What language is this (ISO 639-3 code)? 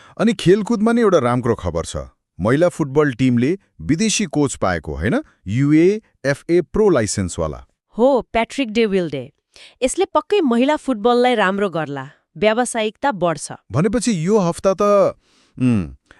nep